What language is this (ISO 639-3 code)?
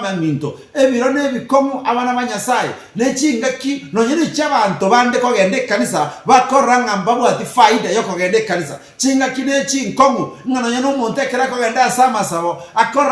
guz